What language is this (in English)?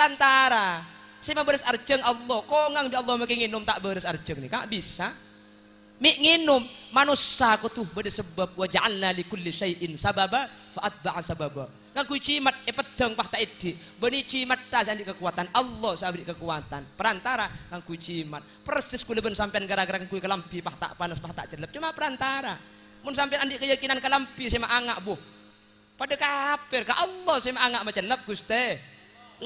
Madurese